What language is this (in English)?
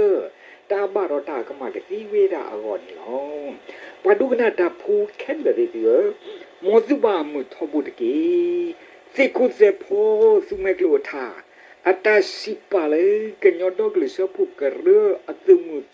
S'gaw Karen